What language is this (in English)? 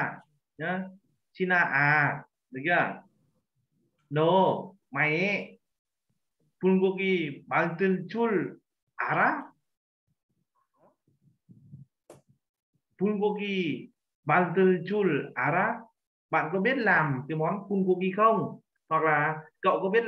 Vietnamese